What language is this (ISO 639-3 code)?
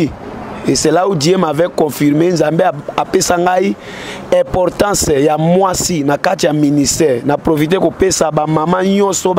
lin